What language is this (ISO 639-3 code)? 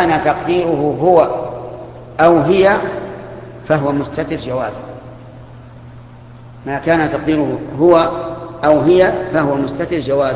ara